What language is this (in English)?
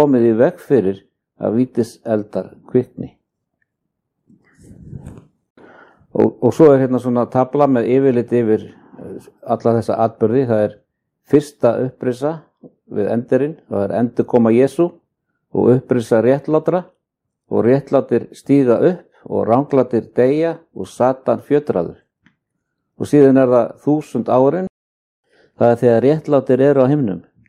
Icelandic